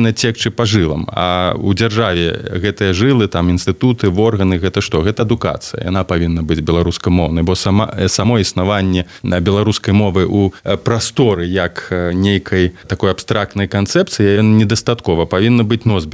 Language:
Belarusian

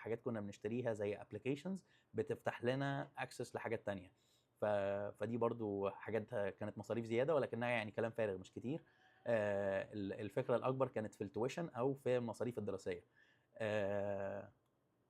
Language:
Egyptian Arabic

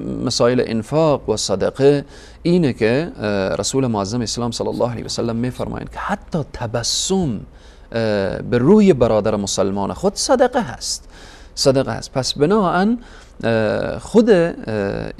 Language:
Persian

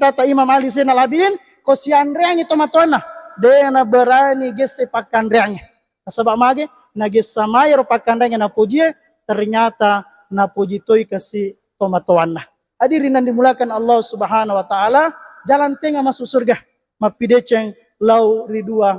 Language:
Buginese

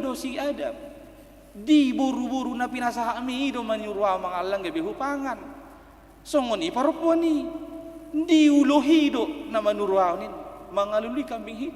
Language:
Batak Toba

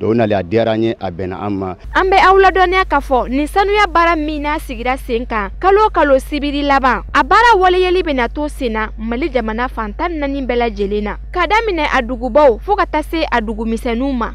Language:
Bambara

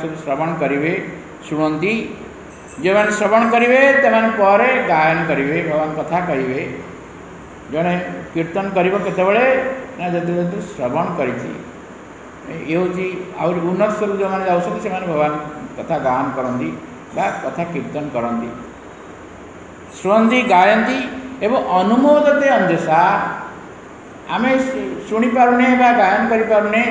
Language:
Odia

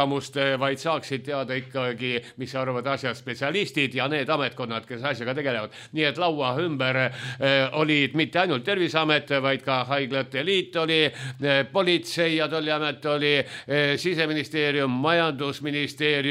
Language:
Estonian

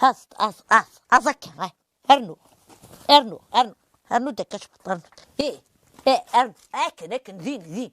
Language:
Kabyle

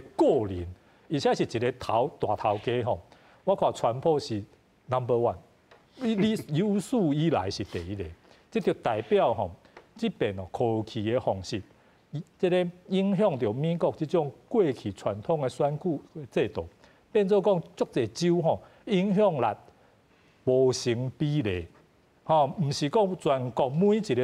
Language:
Min Nan Chinese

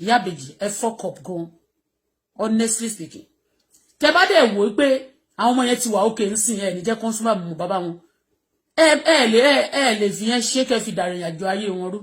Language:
Yoruba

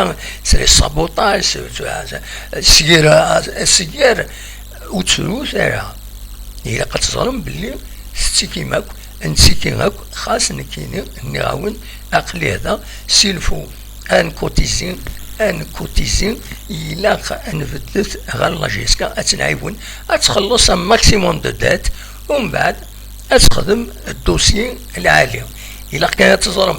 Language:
Kabyle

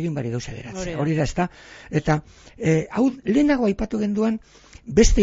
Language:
Basque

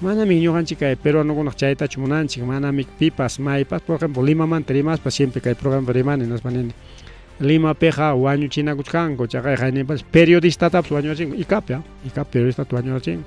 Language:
Ayacucho Quechua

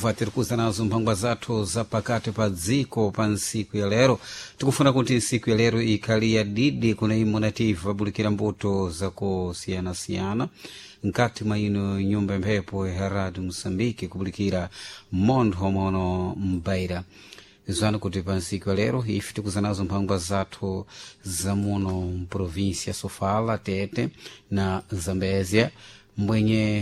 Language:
Sena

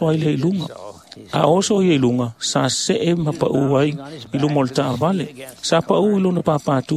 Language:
Samoan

